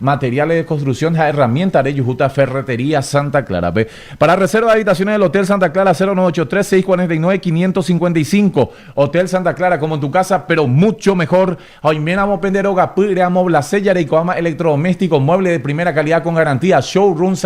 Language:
Guarani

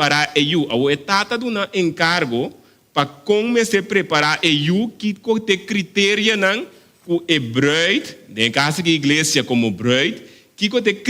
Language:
Papiamento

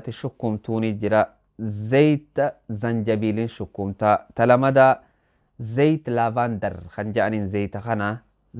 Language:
Oromo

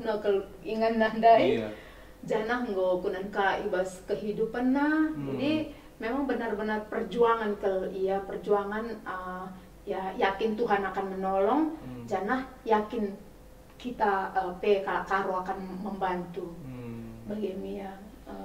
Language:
Batak Karo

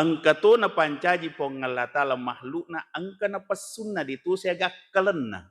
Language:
Buginese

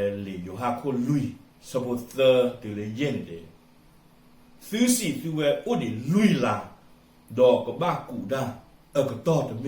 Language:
S'gaw Karen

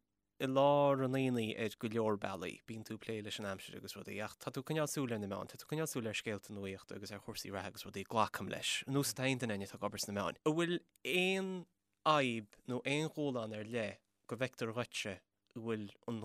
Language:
Irish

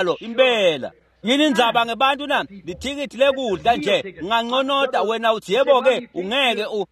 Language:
Swati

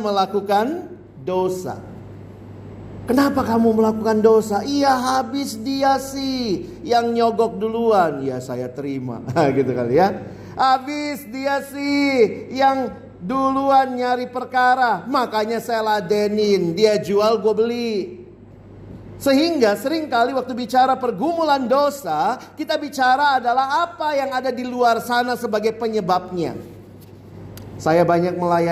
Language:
Indonesian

